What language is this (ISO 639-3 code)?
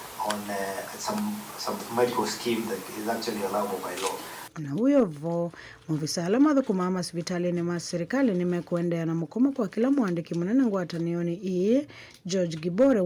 kam